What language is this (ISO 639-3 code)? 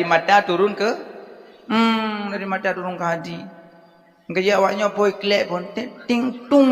ace